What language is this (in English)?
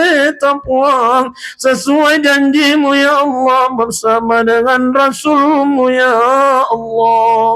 Buginese